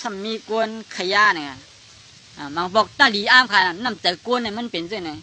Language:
Shan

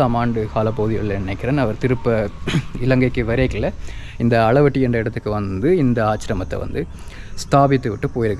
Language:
Tamil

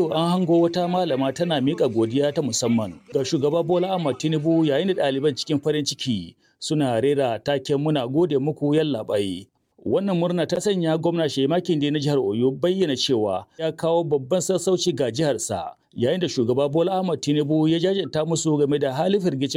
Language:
Hausa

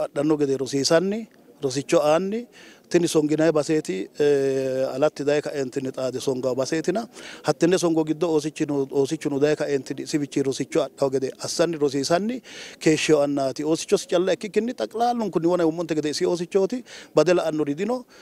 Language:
Sidamo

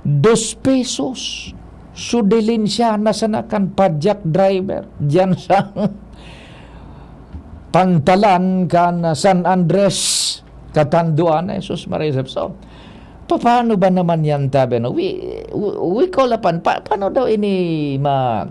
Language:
Bikol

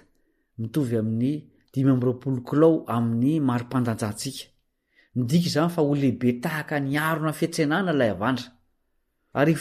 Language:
Malagasy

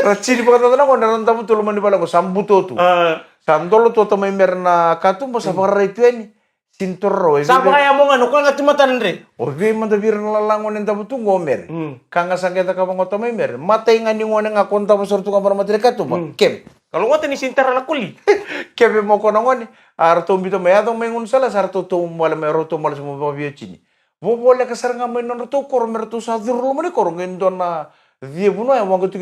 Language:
Fijian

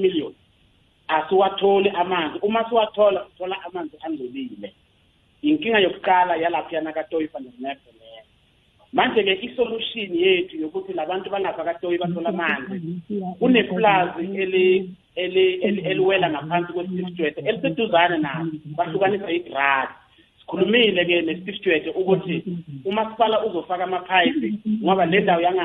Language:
South Ndebele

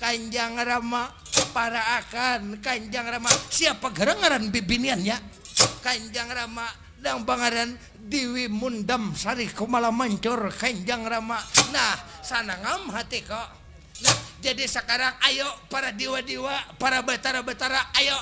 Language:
Banjar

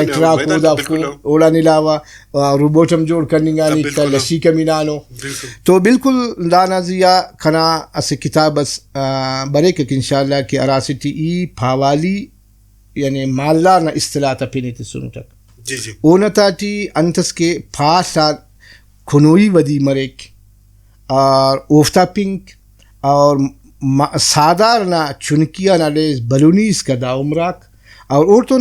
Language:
Brahui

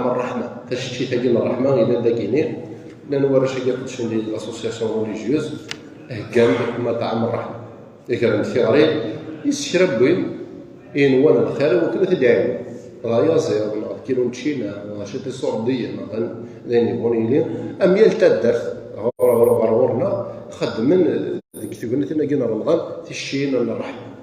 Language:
Kabyle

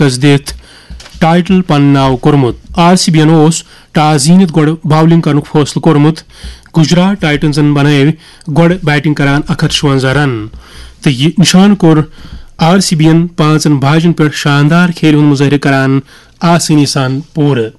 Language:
Kashmiri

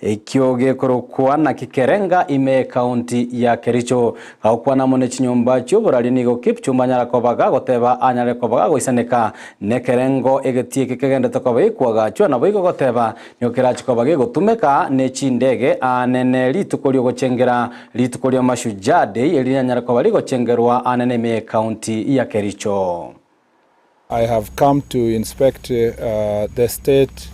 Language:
Gusii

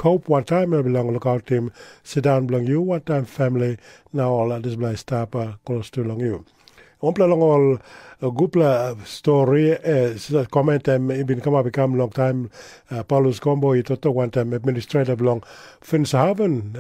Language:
Tok Pisin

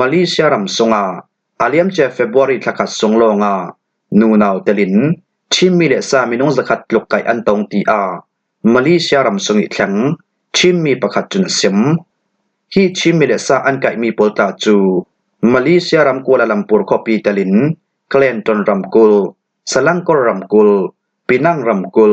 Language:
Falam Chin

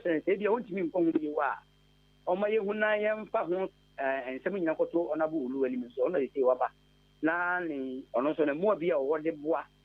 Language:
Akan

